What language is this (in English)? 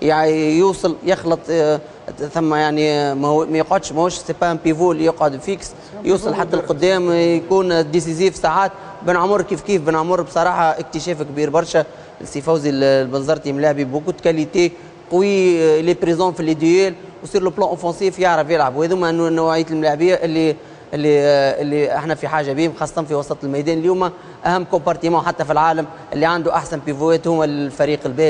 Tunisian Arabic